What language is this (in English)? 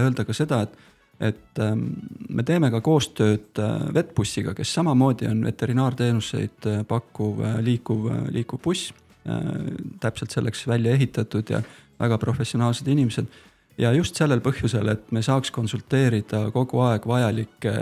Estonian